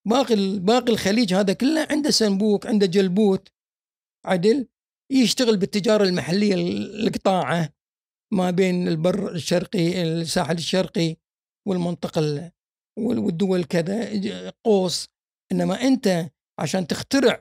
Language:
Gulf Arabic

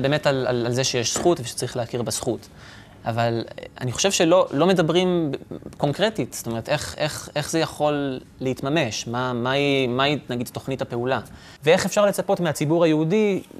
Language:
Hebrew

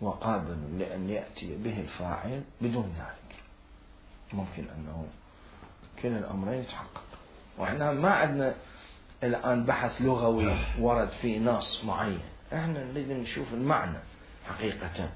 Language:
Mesopotamian Arabic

